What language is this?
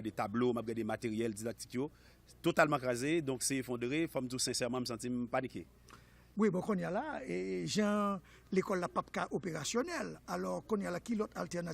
Haitian Creole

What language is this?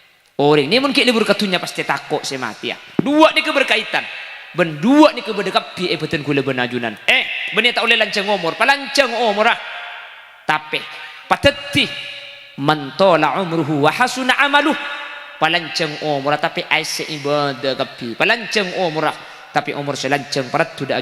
Madurese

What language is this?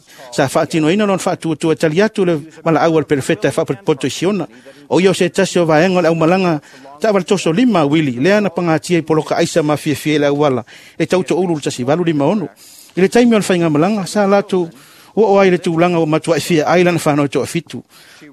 Samoan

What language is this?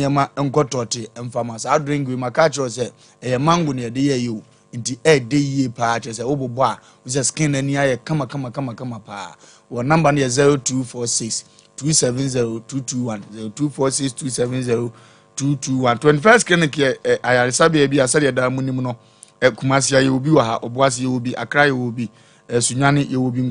Akan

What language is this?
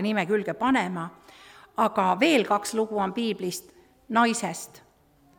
Estonian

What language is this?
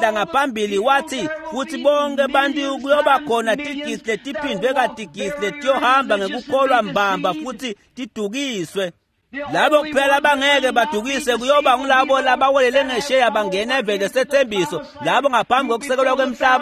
Swati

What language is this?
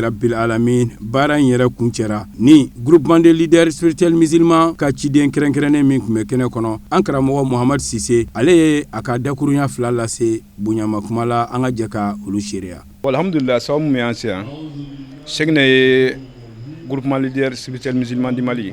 Bambara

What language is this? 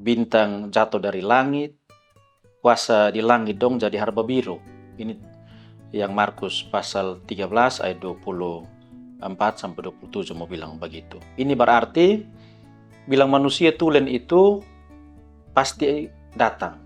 Kupang Malay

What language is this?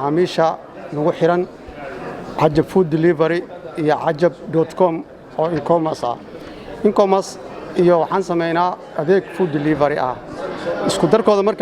Somali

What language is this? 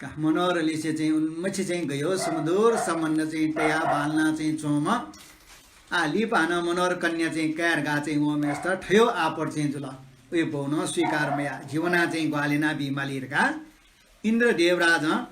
Newari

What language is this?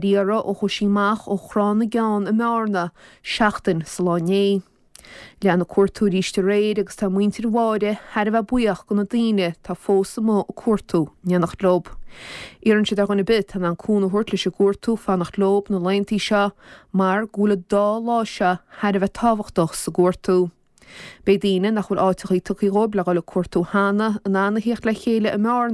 Irish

